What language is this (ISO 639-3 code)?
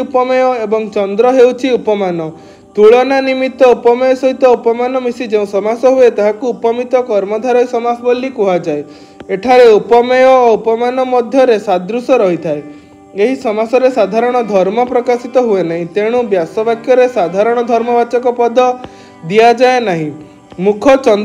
ori